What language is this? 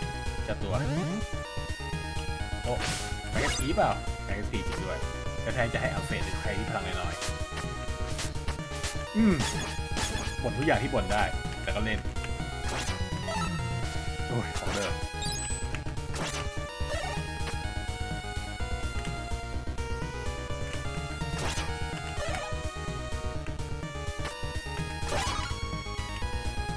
Thai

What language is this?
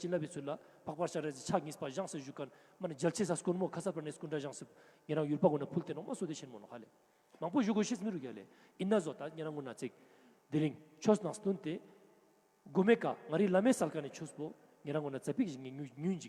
Ladakhi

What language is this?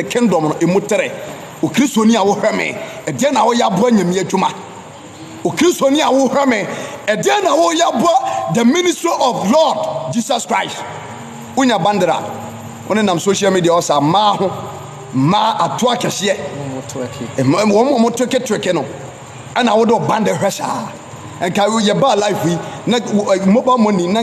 Akan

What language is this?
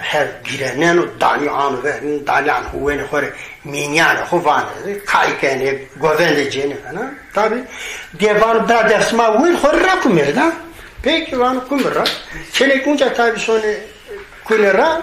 Zaza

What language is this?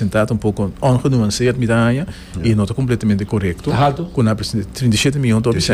Papiamento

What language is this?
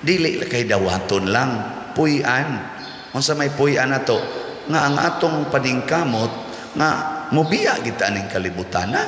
Cebuano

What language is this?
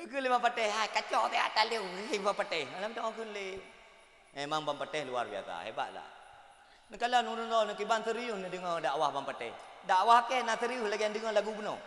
Achinese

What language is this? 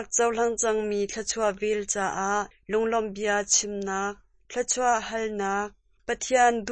Hakha Chin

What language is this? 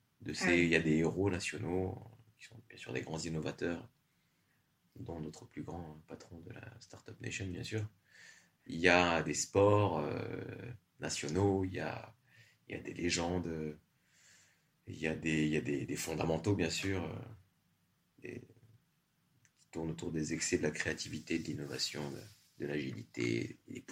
French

